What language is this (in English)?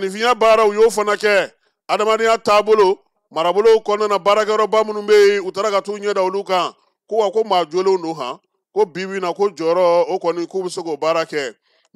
Bambara